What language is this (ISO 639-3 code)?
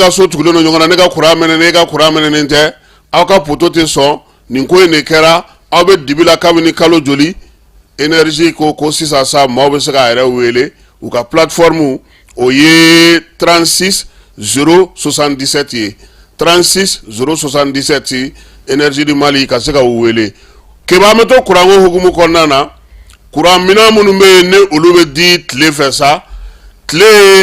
bam